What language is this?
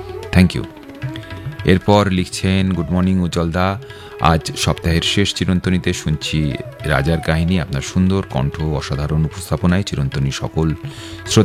Bangla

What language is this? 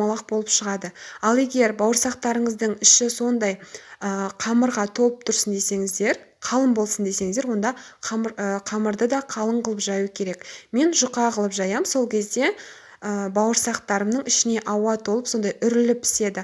Kazakh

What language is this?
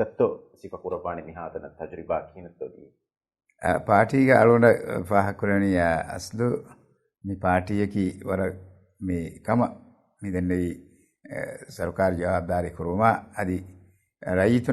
Divehi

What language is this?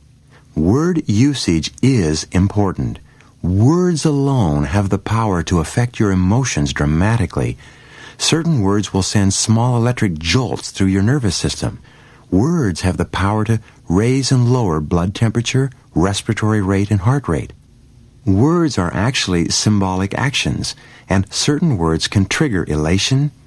English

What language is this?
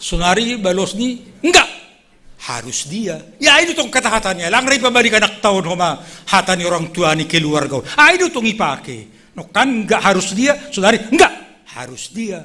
Batak Simalungun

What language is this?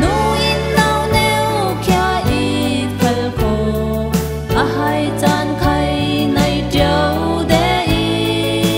Falam Chin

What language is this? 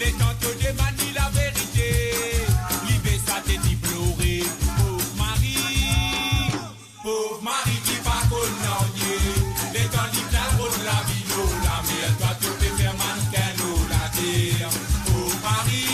Morisyen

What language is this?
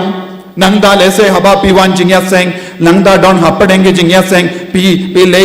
Khasi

